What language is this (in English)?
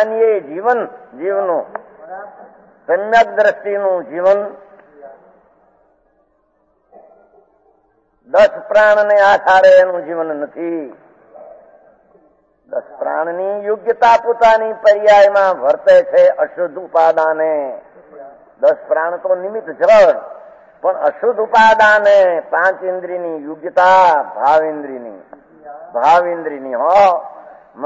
Gujarati